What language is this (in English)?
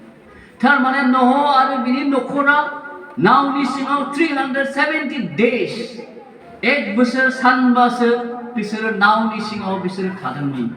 Bodo